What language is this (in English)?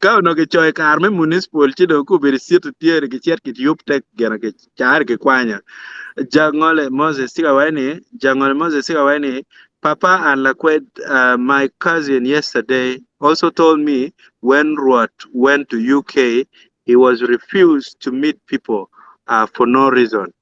Acoli